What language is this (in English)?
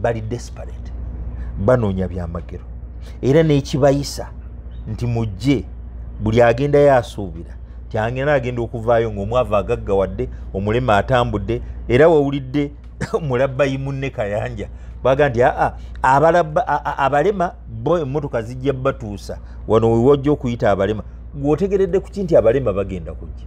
Ganda